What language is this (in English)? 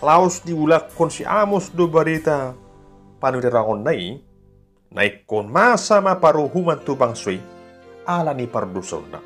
Batak Toba